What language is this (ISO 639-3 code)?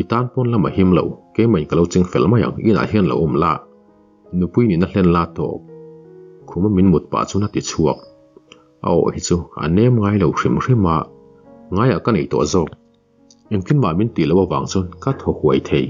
lus